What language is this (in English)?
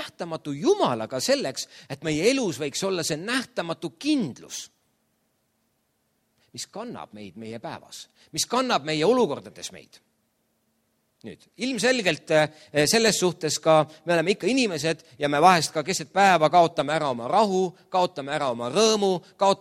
Estonian